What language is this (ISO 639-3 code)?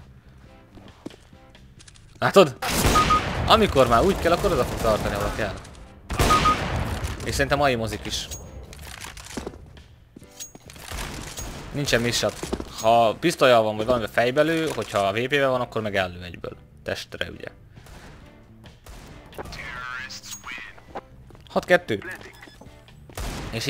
hun